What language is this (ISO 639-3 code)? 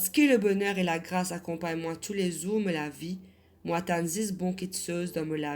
mfe